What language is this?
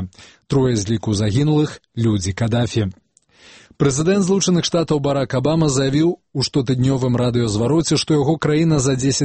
Belarusian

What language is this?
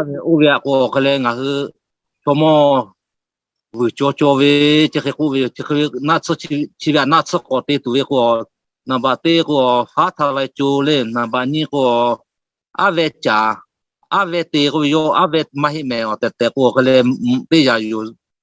Lahu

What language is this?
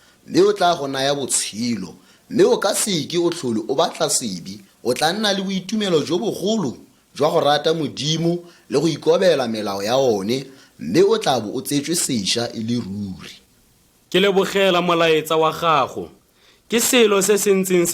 Tswana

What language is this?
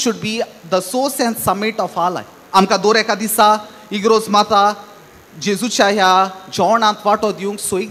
Konkani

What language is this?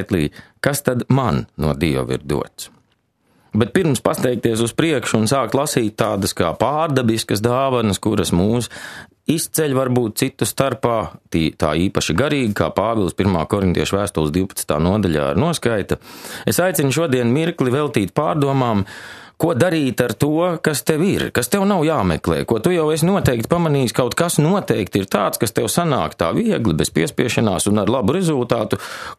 Latvian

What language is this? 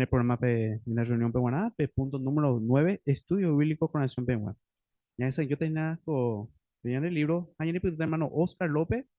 Guarani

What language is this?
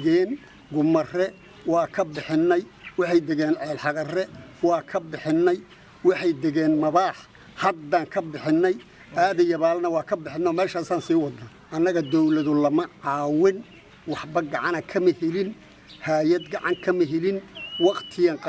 Somali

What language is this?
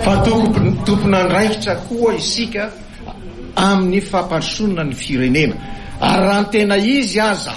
Malagasy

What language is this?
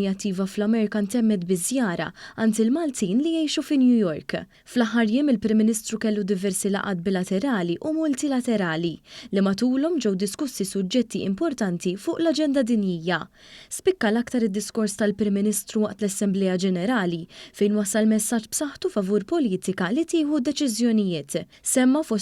Maltese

